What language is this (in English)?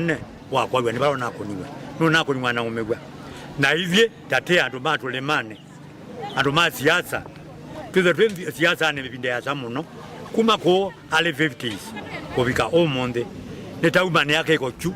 Kamba